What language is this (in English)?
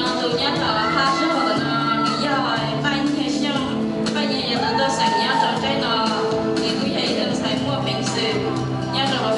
Hmong